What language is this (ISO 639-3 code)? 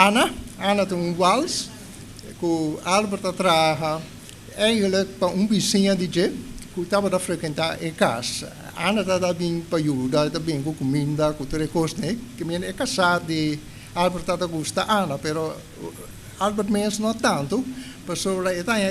pap